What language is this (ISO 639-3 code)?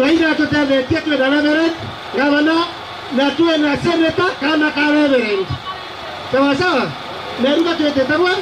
mer